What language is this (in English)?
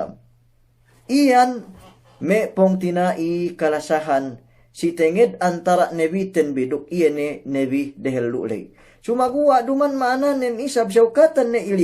Yakan